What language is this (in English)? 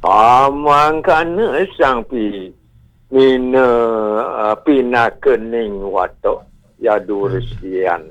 Balinese